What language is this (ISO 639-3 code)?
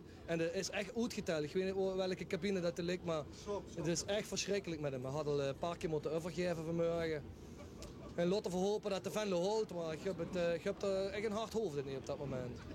lim